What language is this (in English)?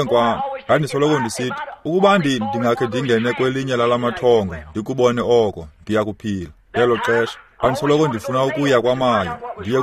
Xhosa